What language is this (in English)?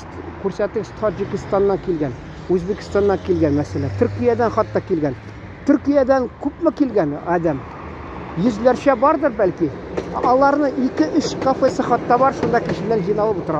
Tatar